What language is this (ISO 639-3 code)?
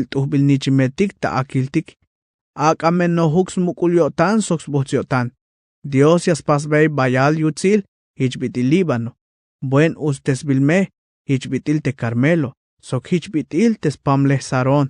tzh